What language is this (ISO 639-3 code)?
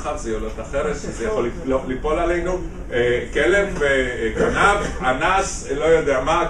heb